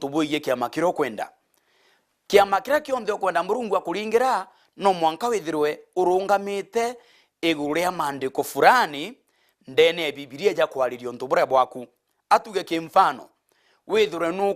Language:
Meru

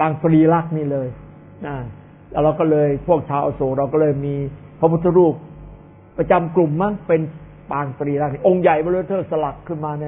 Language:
Thai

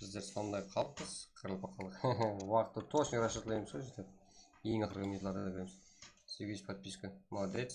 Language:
Kara-Kalpak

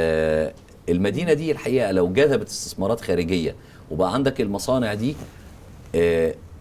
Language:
Egyptian Arabic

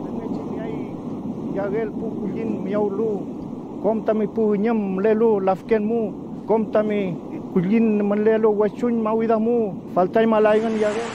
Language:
Mapuche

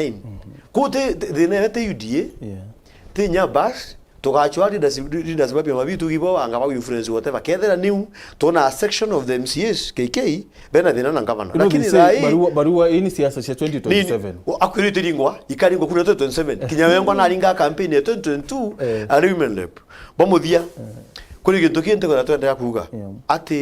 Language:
Meru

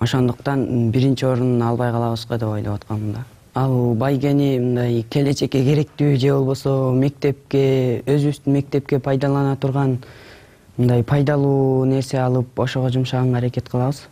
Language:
Kyrgyz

